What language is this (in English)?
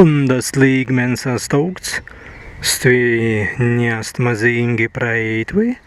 Prussian